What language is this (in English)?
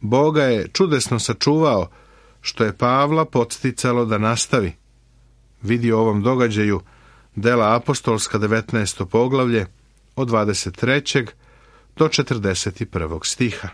Serbian